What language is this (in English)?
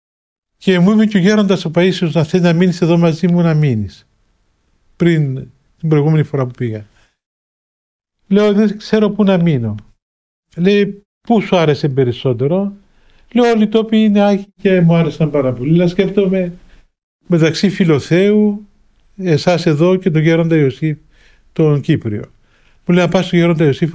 Greek